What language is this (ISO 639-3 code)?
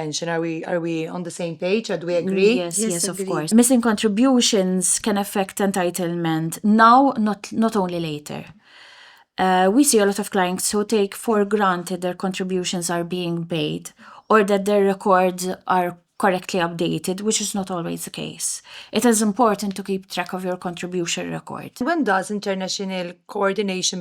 eng